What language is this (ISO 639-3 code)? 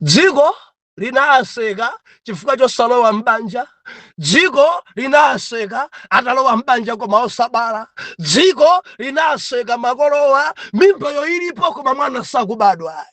nya